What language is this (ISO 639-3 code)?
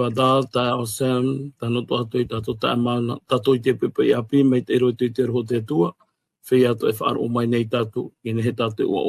tah